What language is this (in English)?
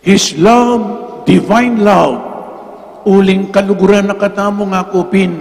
Pampanga